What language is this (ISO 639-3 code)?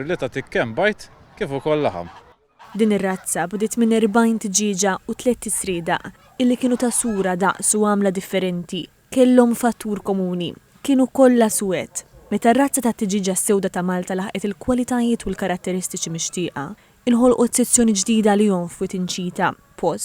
mlt